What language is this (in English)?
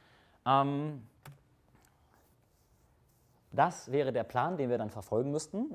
German